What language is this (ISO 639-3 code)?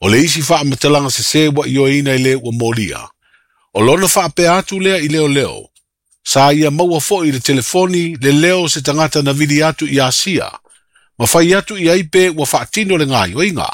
smo